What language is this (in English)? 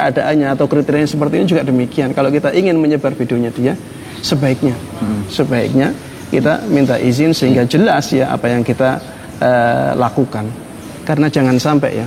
Indonesian